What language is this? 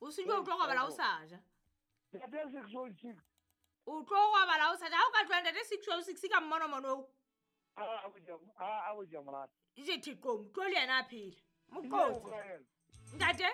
Southern Sotho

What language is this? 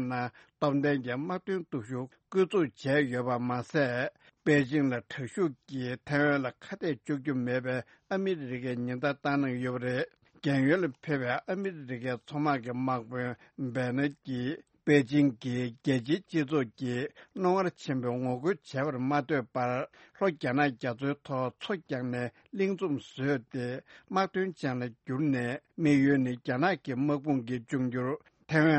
Tibetan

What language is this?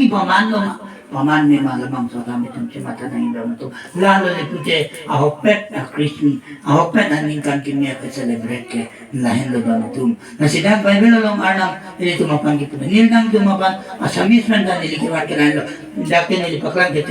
Karbi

